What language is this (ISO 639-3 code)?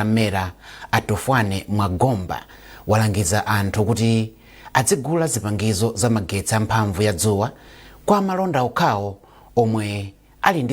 nya